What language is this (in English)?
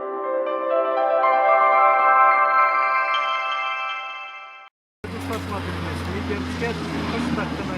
Chuvash